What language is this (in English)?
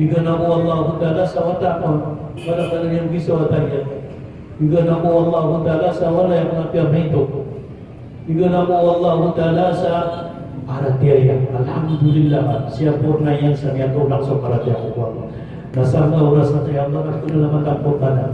Maranao